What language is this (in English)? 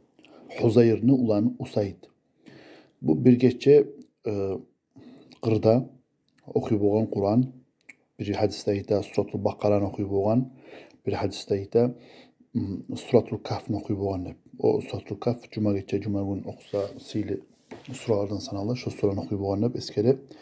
Kumyk